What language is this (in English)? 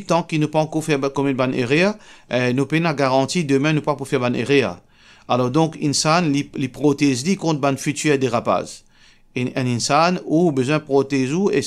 Morisyen